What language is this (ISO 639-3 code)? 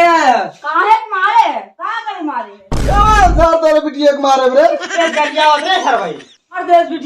awa